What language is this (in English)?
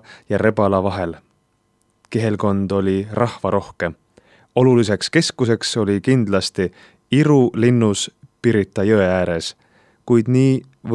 Estonian